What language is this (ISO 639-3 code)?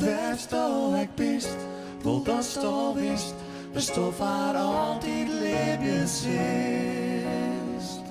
fry